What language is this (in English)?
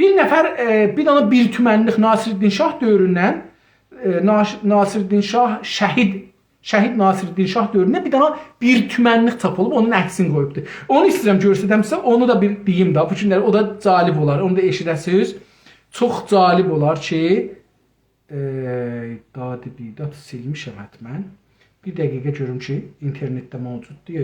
South Azerbaijani